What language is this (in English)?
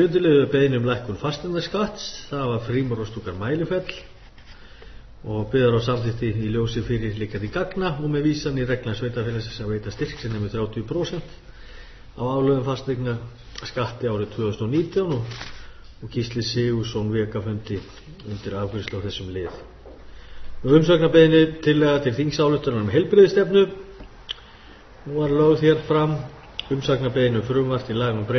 Icelandic